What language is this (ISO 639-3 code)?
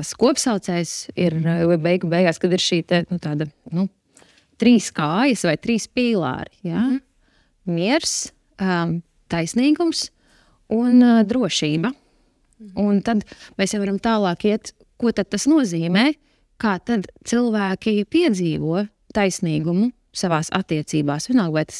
lav